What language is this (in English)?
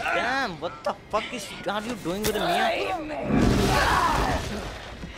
Hindi